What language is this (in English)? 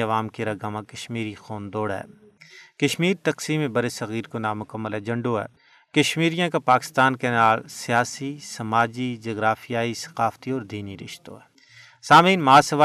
Gujari